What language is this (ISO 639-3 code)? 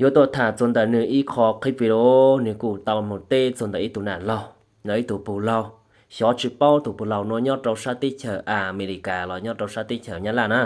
hmn